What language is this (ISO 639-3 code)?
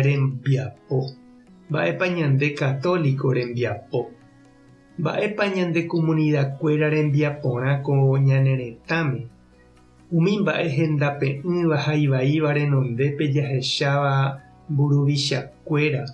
grn